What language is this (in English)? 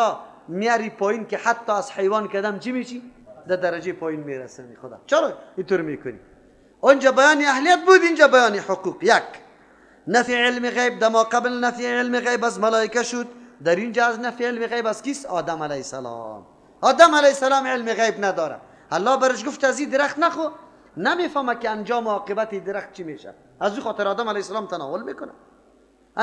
Persian